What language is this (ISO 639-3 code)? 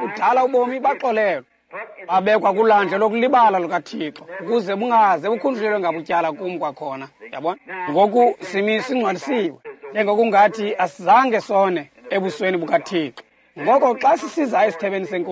xho